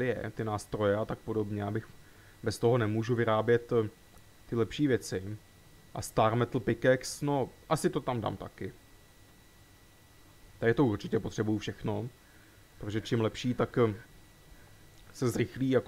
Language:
Czech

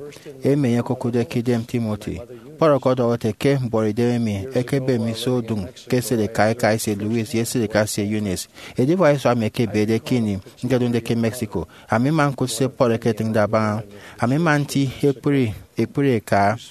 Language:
Efik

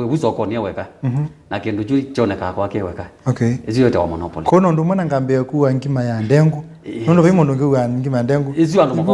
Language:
Kamba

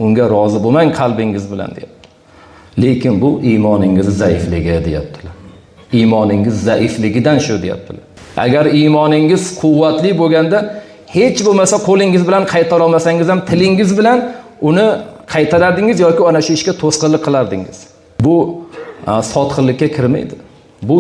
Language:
Uzbek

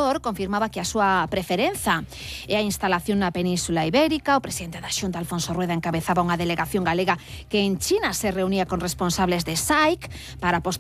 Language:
Galician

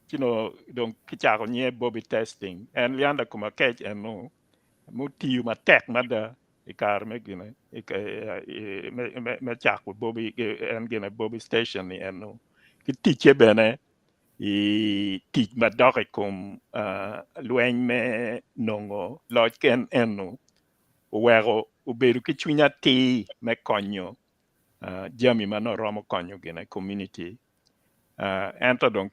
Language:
Acoli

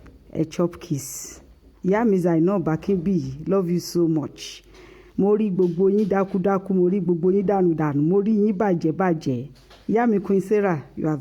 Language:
Yoruba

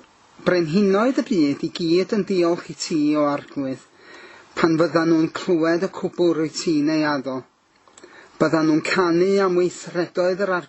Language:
Welsh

